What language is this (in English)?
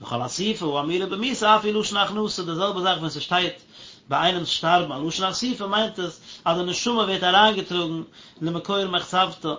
Yiddish